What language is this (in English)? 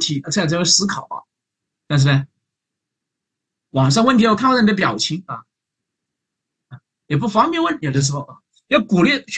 Chinese